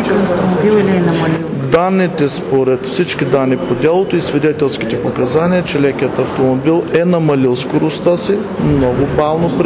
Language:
Bulgarian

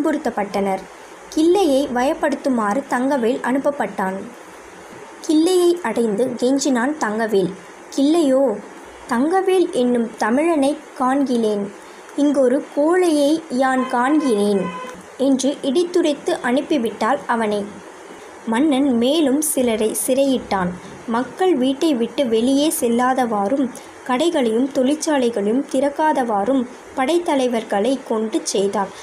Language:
Tamil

